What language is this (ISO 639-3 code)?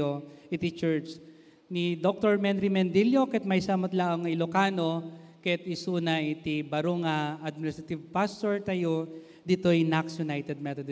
ilo